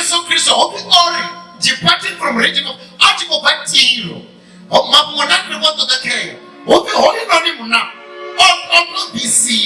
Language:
Venda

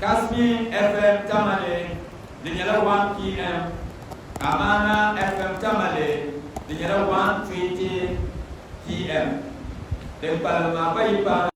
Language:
Dagbani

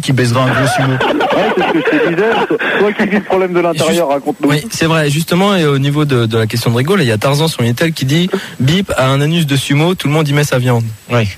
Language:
French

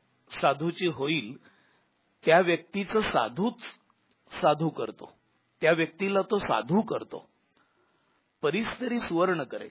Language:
Marathi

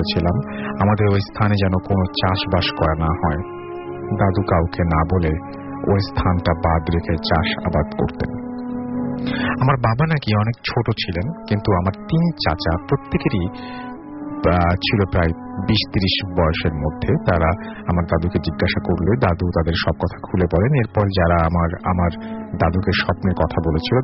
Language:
Bangla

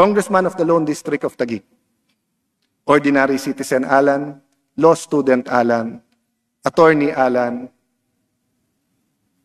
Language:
Filipino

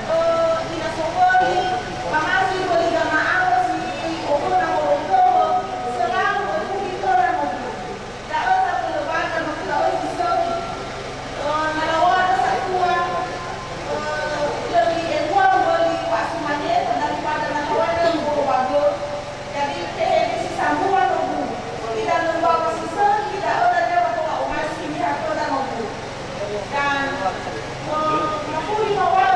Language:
Nias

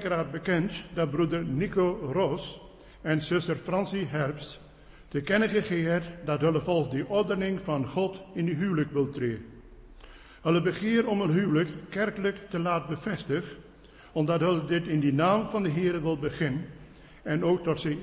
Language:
Afrikaans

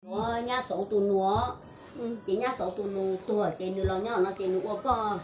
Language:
Hmong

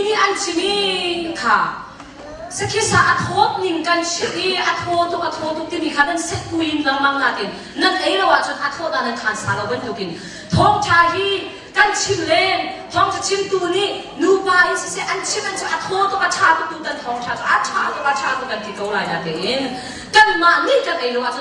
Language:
Hakha Chin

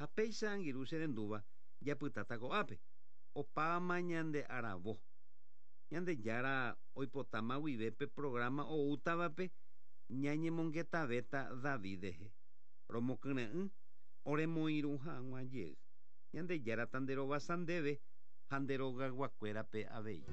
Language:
Guarani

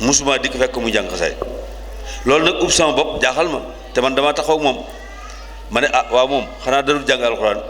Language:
Wolof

